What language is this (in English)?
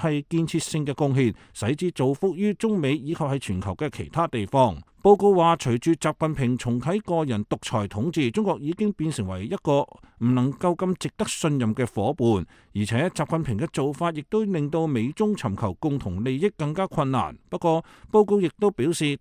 Cantonese